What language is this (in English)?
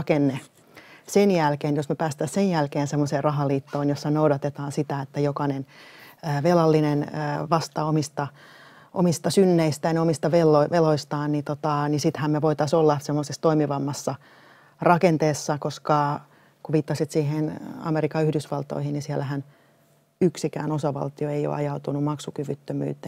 Finnish